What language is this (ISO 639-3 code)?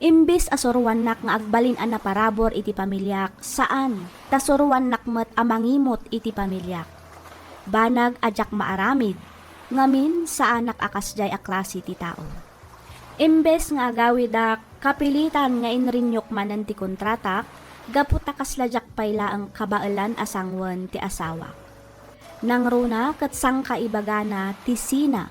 ilo